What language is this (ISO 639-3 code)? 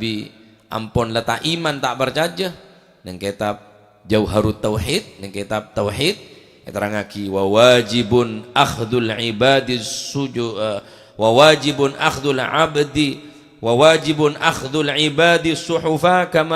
mad